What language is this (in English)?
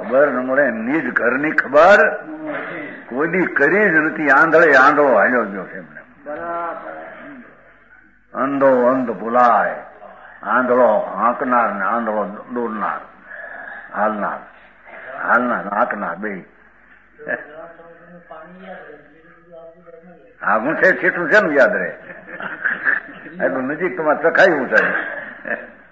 Gujarati